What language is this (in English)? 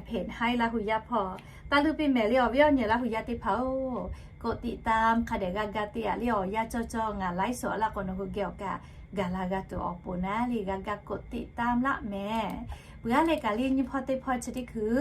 Lahu